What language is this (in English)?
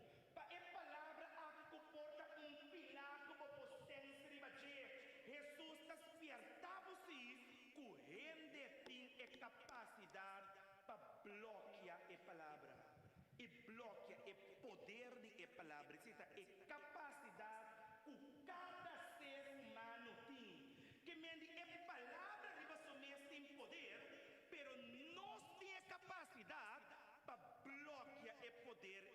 Papiamento